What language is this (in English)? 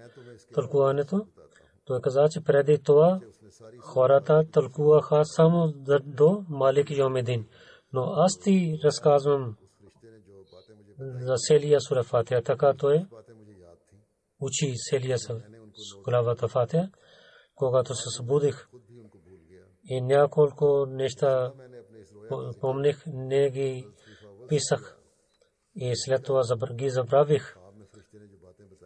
Bulgarian